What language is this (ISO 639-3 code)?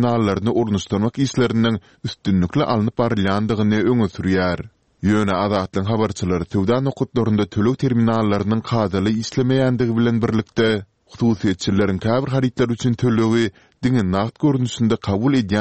tuk